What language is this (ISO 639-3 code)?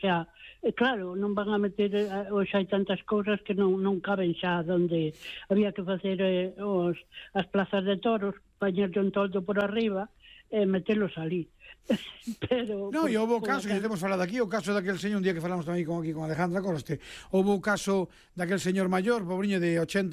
glg